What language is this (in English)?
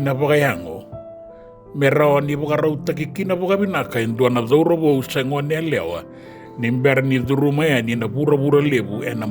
Fijian